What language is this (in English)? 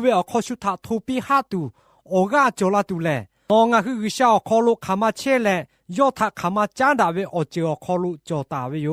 Lahu